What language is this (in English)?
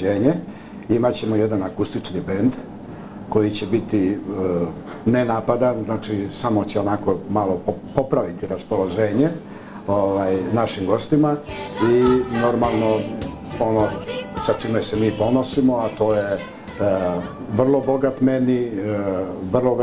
Serbian